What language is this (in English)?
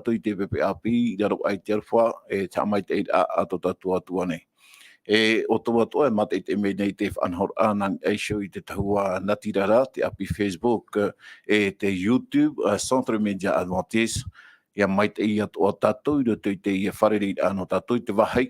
Tahitian